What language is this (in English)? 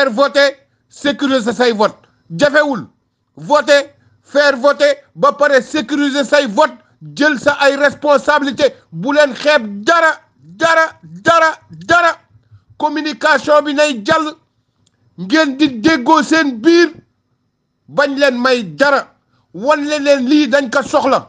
Wolof